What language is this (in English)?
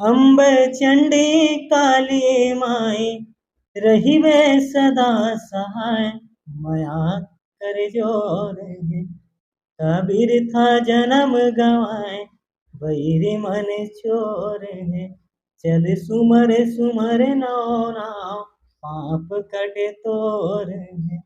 Chhattisgarhi